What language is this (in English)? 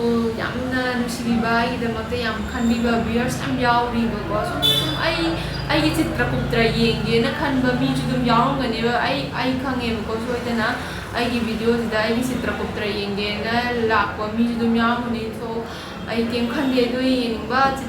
Manipuri